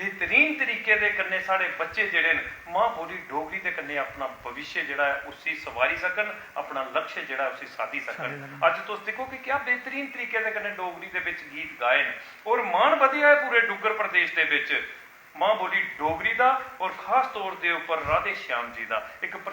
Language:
Dogri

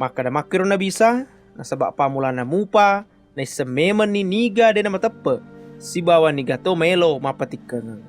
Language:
Buginese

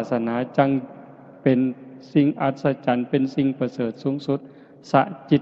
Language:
Northeastern Thai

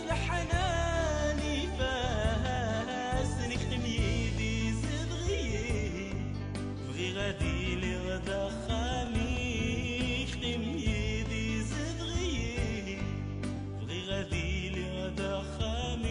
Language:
Kabyle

